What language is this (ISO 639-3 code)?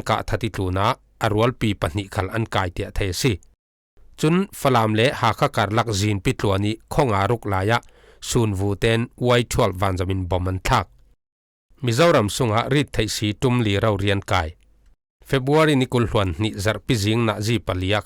cfm